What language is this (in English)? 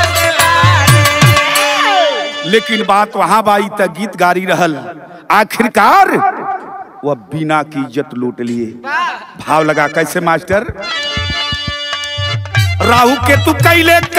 Bhojpuri